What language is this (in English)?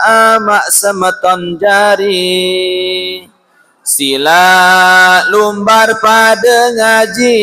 Sasak